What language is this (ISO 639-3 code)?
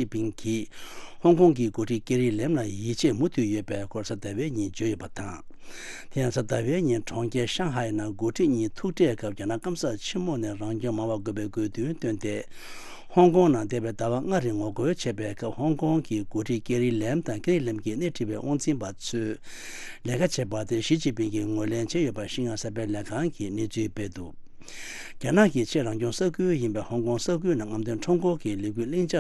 bod